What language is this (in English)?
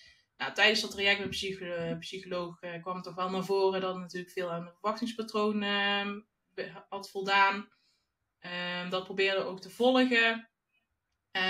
Dutch